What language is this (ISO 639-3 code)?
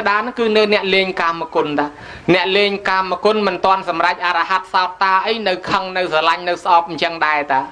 khm